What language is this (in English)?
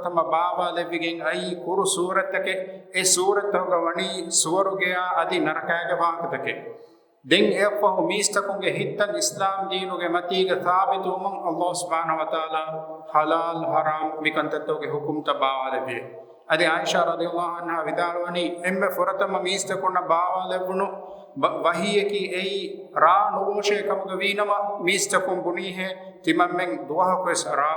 Divehi